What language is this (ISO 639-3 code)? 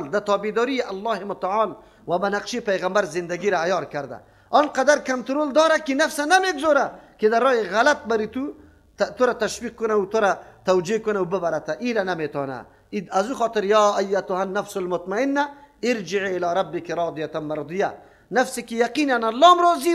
fas